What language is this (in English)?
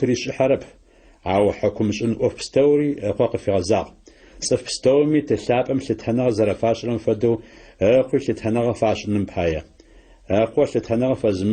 Adyghe